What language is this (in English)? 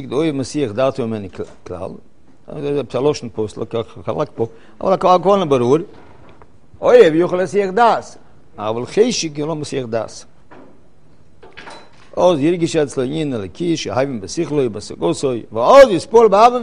Hebrew